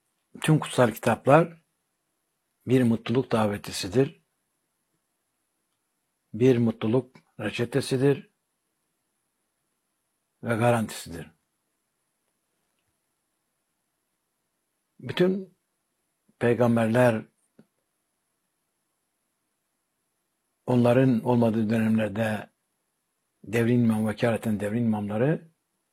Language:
Turkish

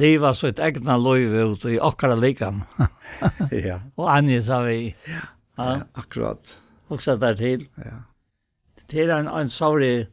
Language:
Faroese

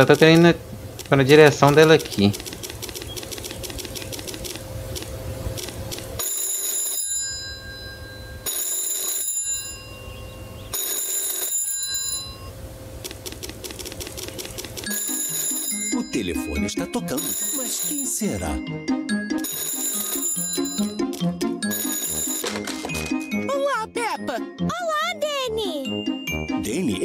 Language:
Portuguese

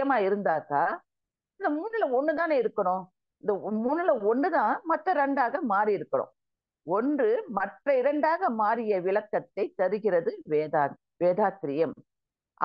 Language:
Tamil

